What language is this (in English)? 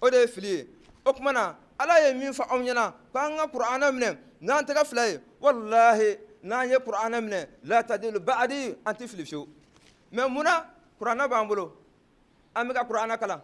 Bambara